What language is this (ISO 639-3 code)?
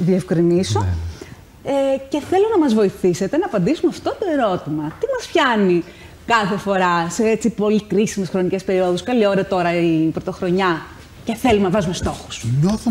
ell